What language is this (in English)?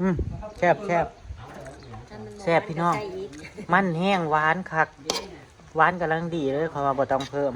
Northeastern Thai